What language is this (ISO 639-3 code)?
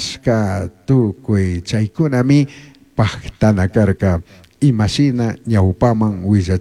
qug